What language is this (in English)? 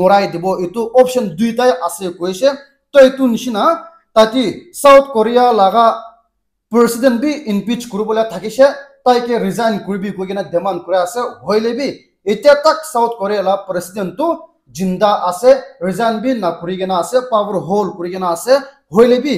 Naga Pidgin